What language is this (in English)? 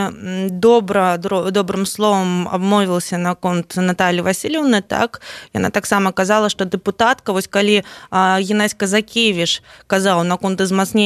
Belarusian